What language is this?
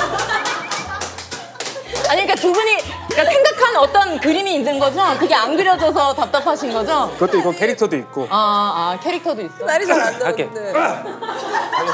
Korean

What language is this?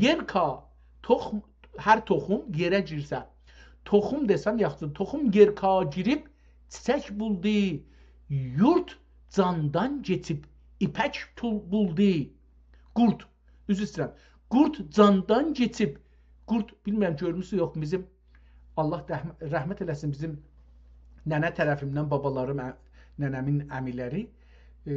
South Azerbaijani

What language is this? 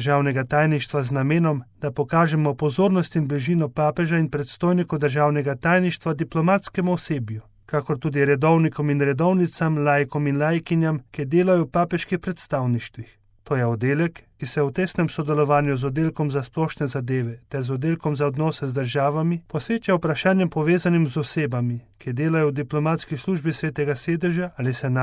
Slovenian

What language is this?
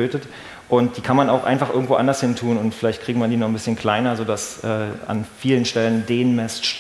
German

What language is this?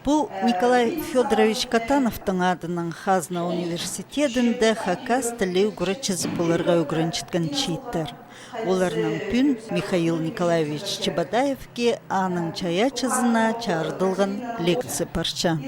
Khakas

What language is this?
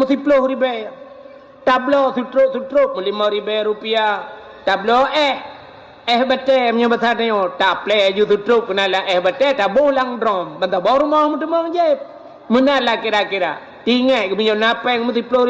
Achinese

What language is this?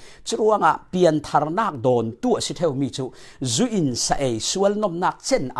Falam Chin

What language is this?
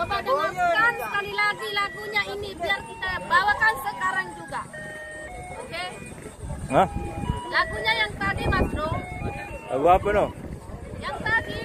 Sasak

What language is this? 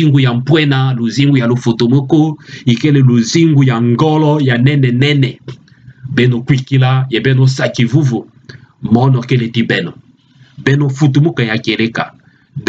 Kituba (Democratic Republic of Congo)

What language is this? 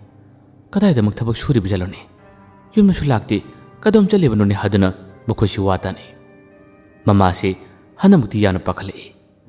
Manipuri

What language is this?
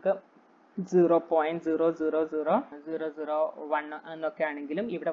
Malayalam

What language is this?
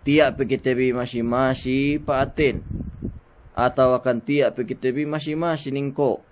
Yakan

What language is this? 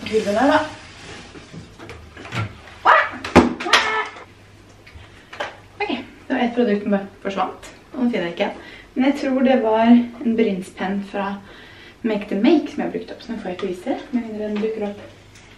Norwegian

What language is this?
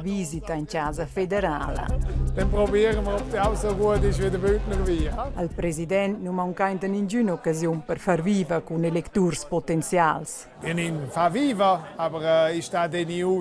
Romansh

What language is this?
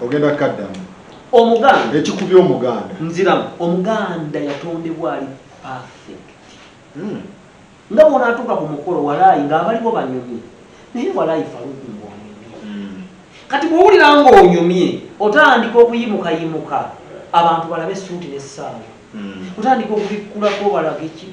Ganda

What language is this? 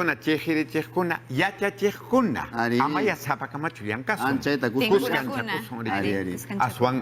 Ayacucho Quechua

